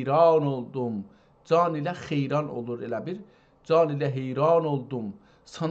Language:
South Azerbaijani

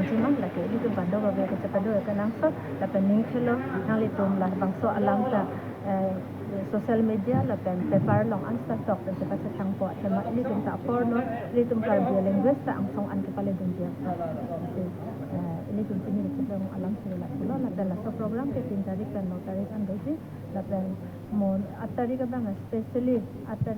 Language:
Karbi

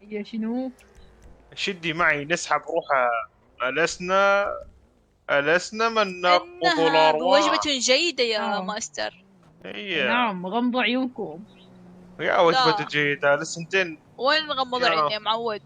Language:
Mesopotamian Arabic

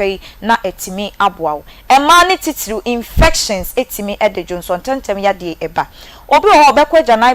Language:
Akan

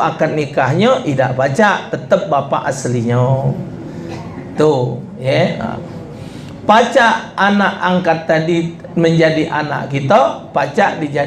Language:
Musi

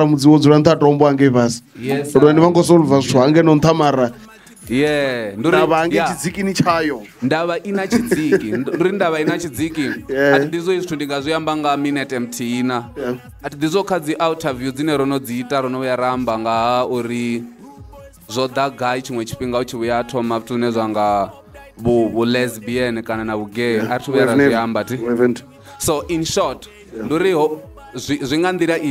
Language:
Venda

